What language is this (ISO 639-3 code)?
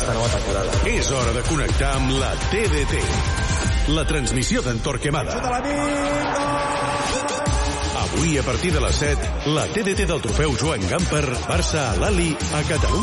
cat